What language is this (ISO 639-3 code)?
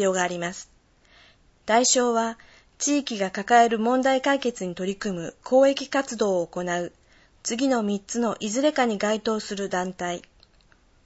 jpn